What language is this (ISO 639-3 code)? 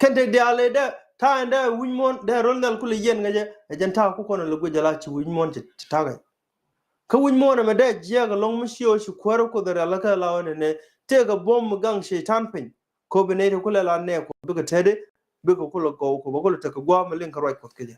nus